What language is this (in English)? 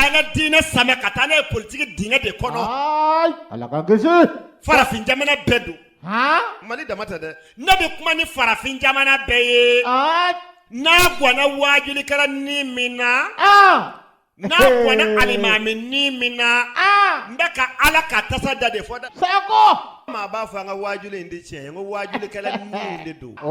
Bambara